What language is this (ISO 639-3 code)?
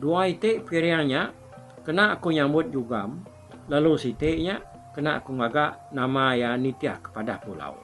iba